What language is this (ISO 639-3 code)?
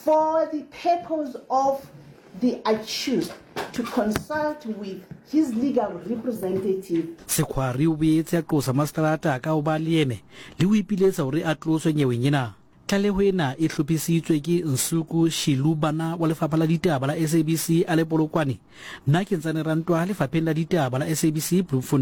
sot